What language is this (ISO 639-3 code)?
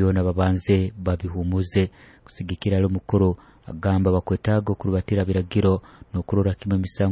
nyo